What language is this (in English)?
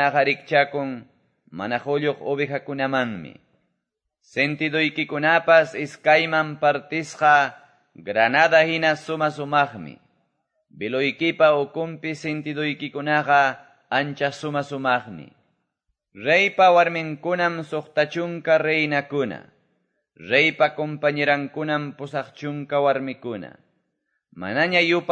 Quechua